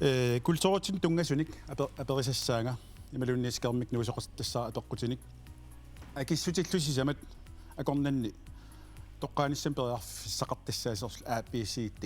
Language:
Kalaallisut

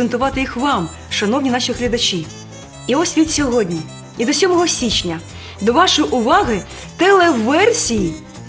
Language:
Ukrainian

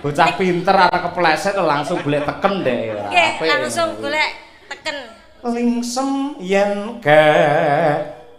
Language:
Javanese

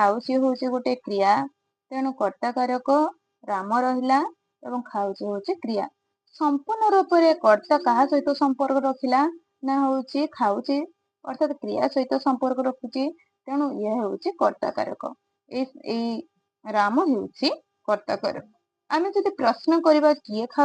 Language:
Odia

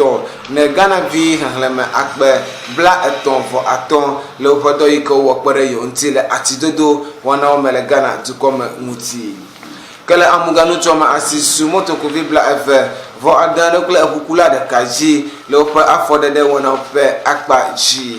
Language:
Ewe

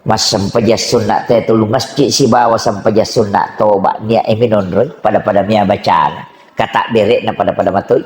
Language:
Buginese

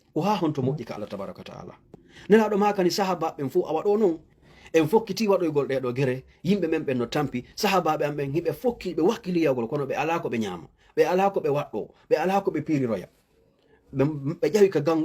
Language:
Fula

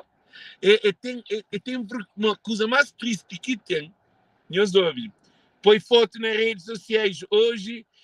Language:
Kabuverdianu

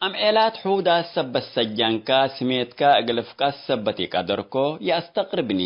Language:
Tigre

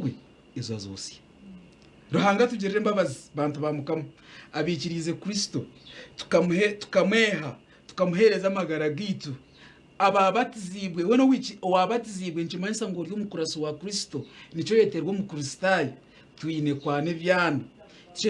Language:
Nyankole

